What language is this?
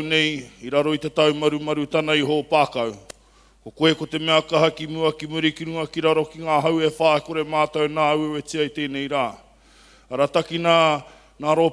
Māori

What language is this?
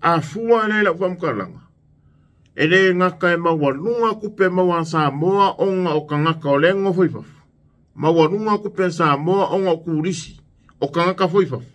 Samoan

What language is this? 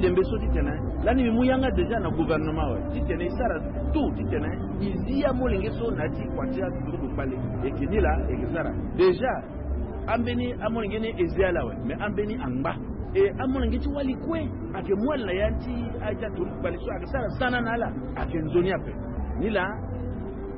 Sango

